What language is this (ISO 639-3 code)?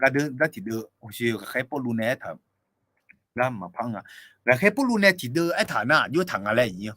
ahk